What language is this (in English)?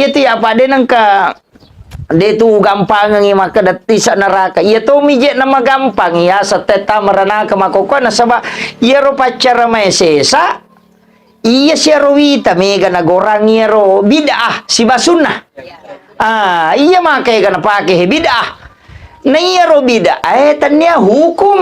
Buginese